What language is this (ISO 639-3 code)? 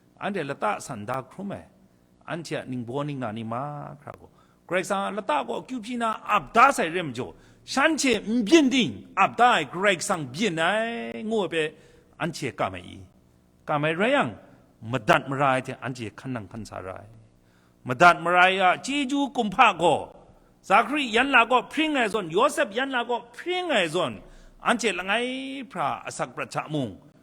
kac